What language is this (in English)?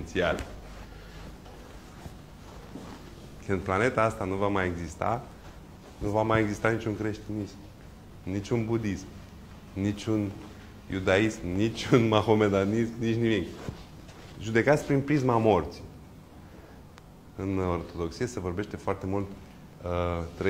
Romanian